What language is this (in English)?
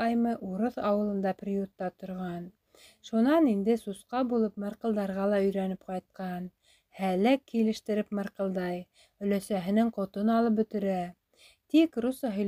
Bashkir